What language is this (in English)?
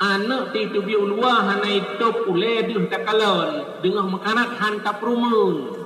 Achinese